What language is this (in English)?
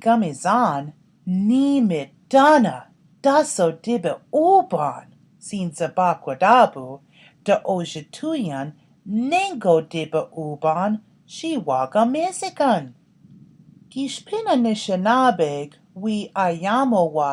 Chippewa